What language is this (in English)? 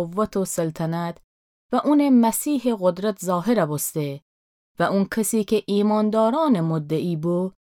Gilaki